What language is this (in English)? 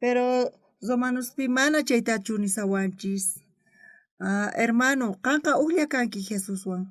South Bolivian Quechua